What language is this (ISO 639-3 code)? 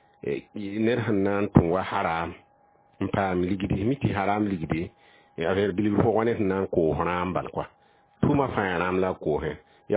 mos